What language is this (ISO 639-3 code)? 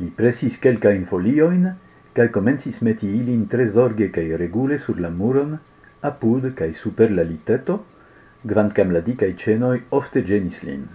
epo